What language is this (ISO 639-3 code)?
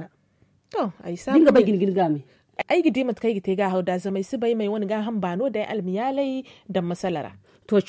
dje